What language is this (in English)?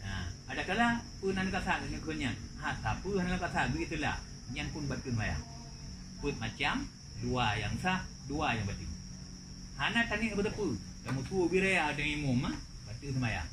Achinese